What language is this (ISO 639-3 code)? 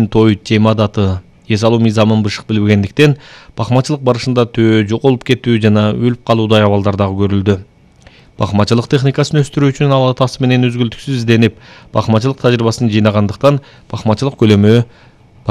kir